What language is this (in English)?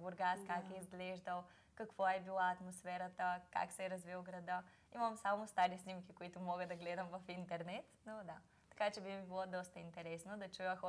Bulgarian